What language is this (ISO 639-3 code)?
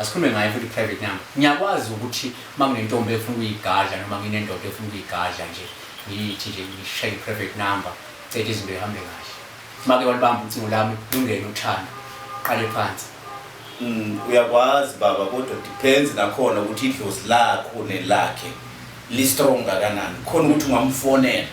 zul